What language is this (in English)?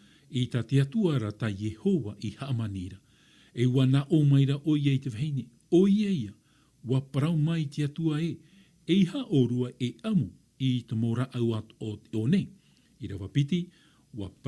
Tahitian